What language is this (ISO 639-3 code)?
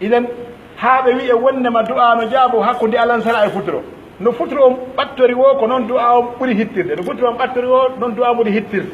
fuf